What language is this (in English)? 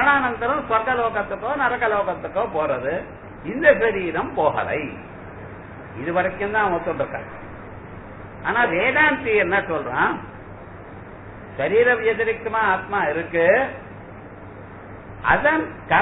Tamil